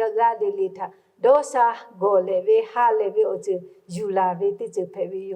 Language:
Lahu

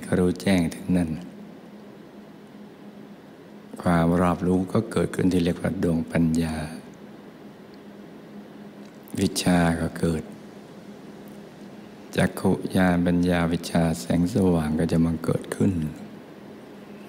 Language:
Thai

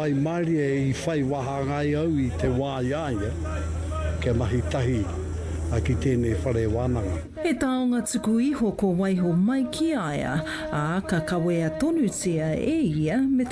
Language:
Māori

